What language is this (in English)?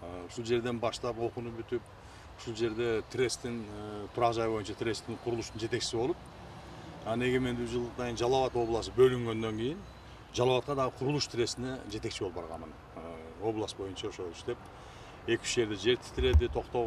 Kyrgyz